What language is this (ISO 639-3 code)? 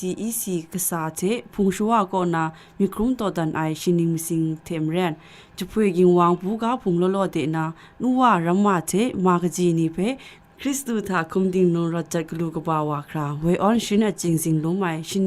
kac